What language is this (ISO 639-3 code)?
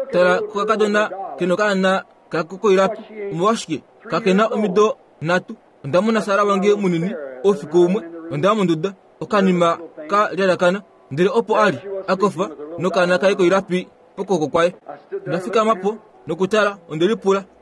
kua